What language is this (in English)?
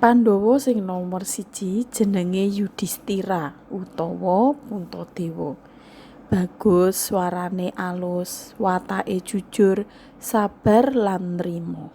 Javanese